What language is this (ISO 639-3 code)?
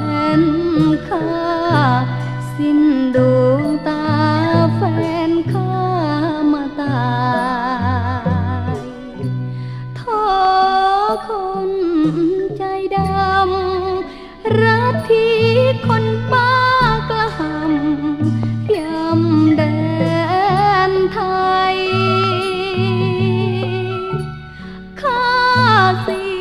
tha